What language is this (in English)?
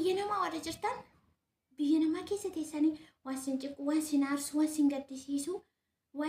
Oromo